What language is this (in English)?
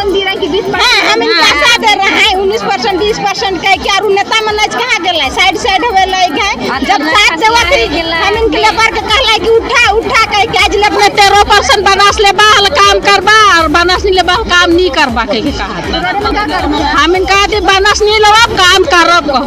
Sadri